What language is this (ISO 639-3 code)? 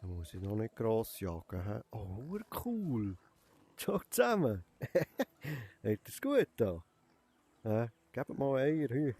gsw